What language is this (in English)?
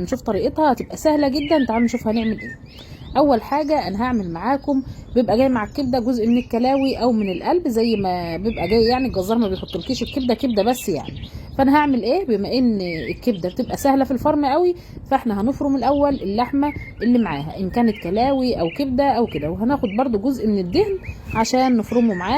Egyptian Arabic